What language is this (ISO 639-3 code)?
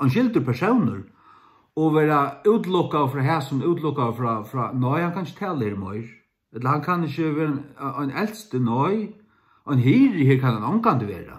fao